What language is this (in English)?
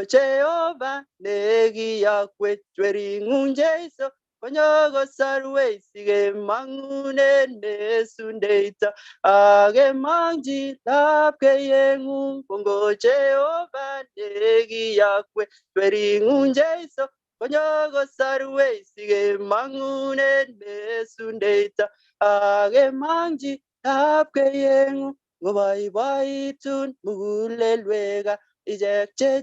Kalenjin